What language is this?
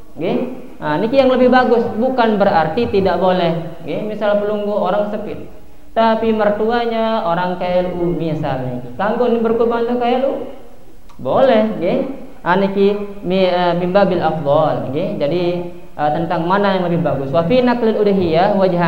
Indonesian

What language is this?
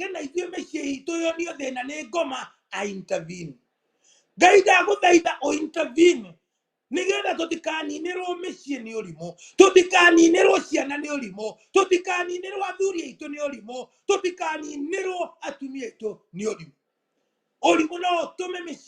Kikuyu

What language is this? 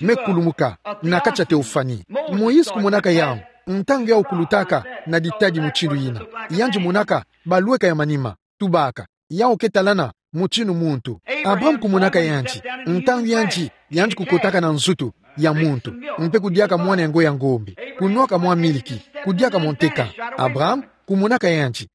Kituba (Democratic Republic of Congo)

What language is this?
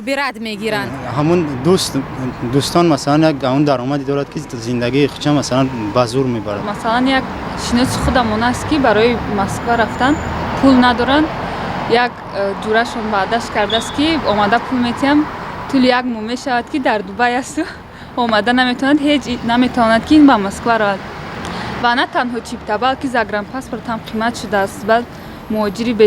Tajik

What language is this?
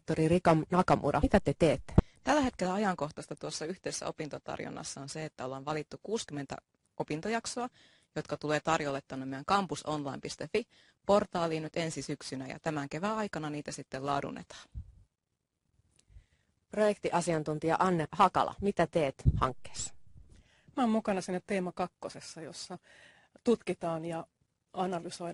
Finnish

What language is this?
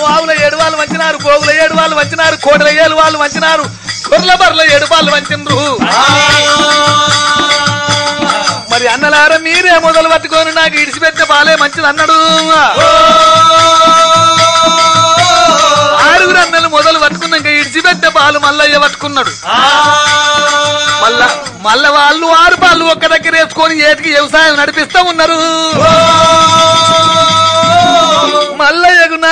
Telugu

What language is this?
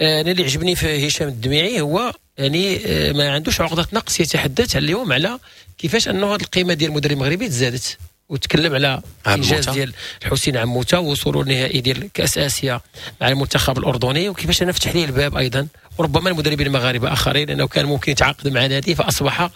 Moroccan Arabic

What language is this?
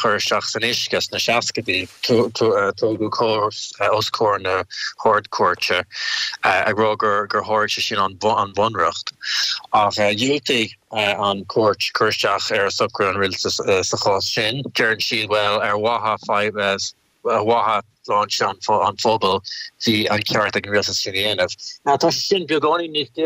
Irish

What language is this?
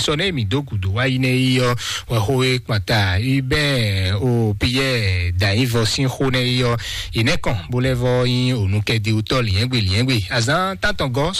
Fon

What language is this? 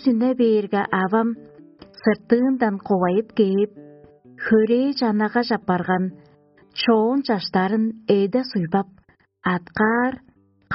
Tuvinian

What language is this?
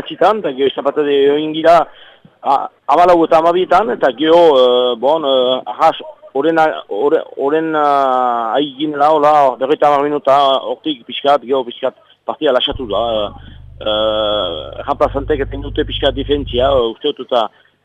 Basque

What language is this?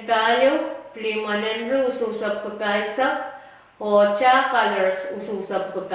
Pohnpeian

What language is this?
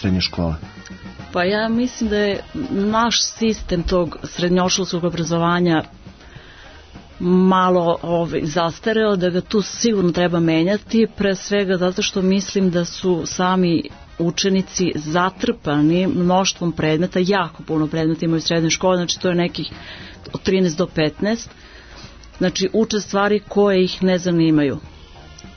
Serbian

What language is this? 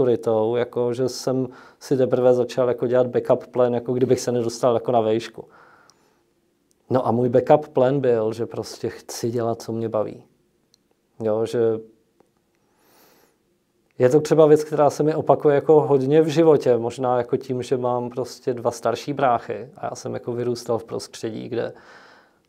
Czech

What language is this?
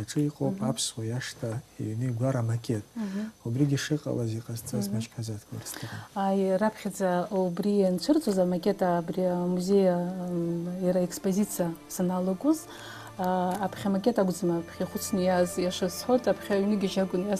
Abkhazian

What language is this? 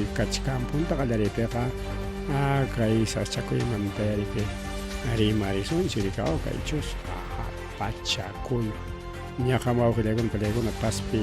Ayacucho Quechua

